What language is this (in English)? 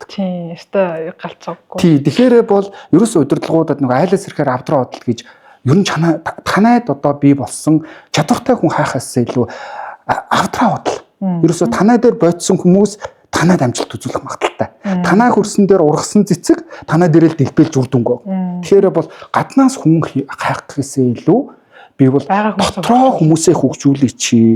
Mongolian